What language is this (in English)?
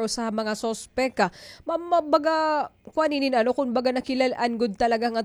Waray